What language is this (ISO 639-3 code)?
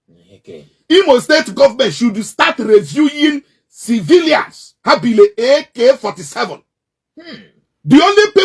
ibo